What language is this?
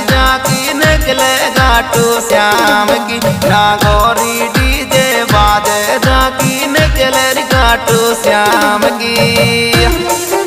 Rajasthani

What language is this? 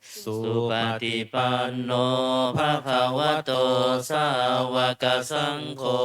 Pali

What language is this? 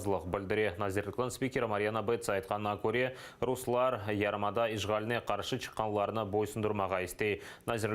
Crimean Tatar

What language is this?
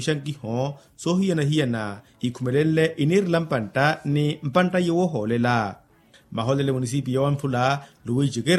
Makhuwa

